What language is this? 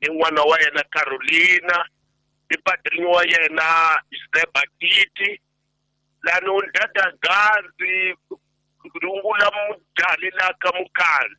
Tsonga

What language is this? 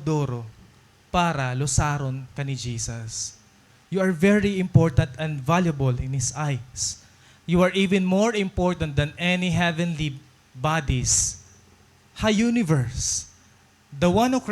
Waray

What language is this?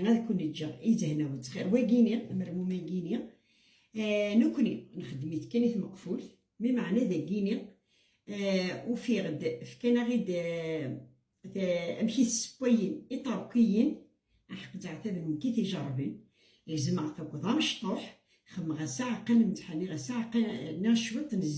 Kabyle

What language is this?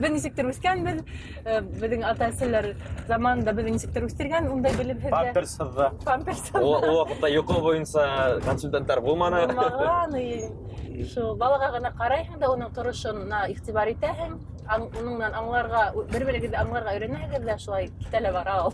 Bashkir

